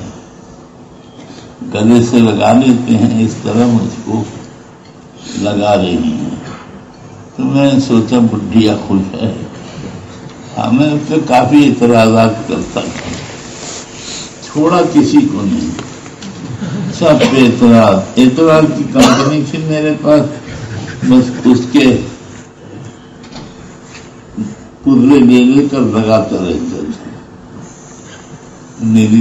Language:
Urdu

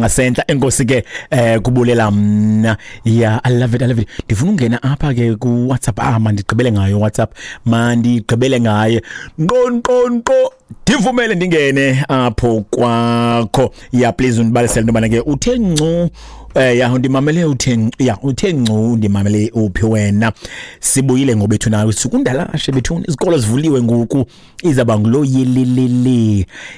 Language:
Xhosa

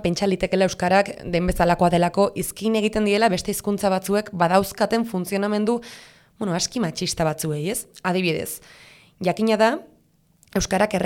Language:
Basque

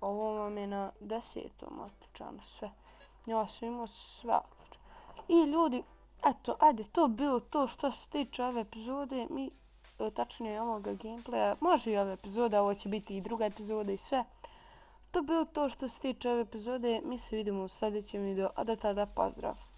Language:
Bosnian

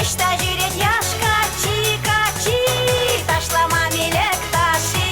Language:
Chuvash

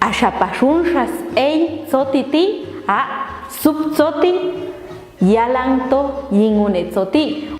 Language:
Popti'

